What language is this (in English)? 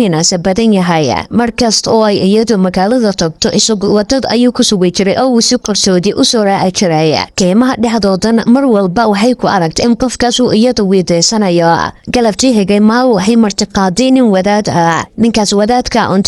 Somali